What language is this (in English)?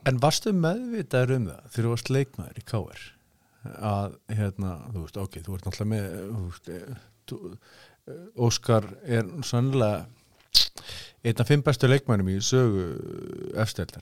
Icelandic